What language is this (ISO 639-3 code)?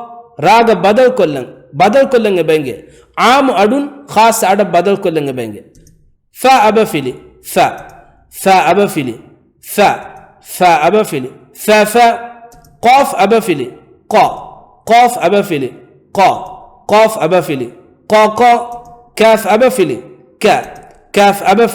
div